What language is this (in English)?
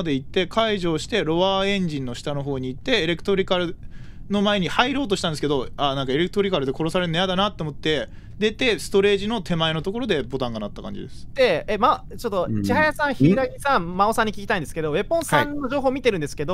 Japanese